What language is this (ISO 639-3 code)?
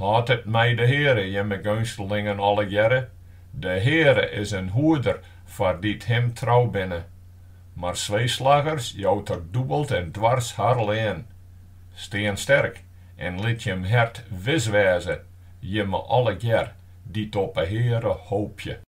fry